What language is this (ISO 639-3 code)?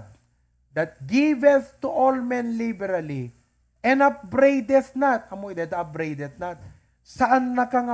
ilo